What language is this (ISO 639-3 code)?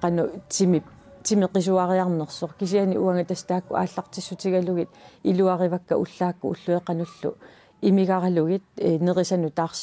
kal